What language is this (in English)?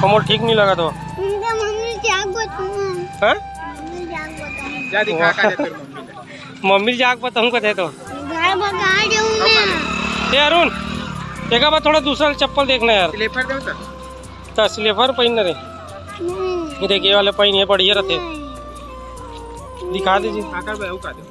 Chhattisgarhi